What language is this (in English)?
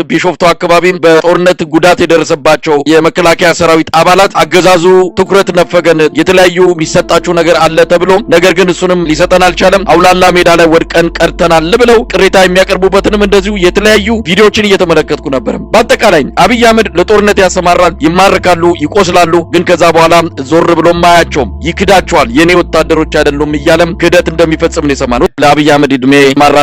Amharic